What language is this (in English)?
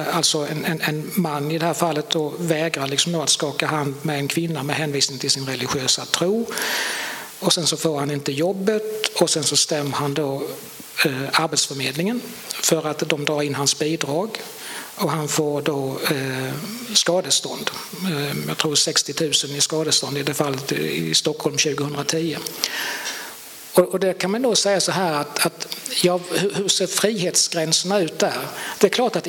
Swedish